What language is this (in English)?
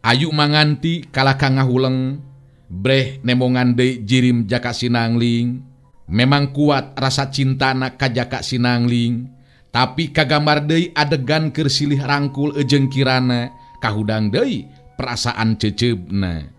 Sundanese